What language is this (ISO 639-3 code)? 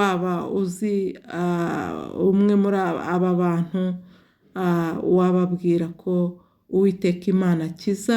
kin